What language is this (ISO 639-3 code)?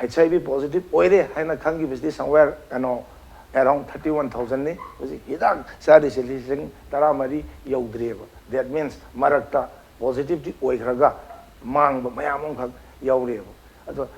mni